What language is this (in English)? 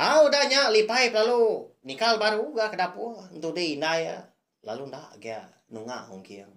Iban